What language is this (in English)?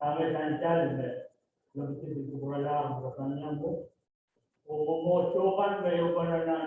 Pohnpeian